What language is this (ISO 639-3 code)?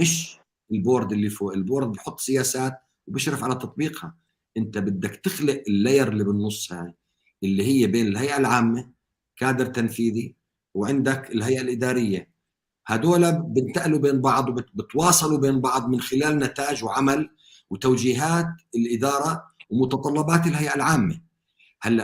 apc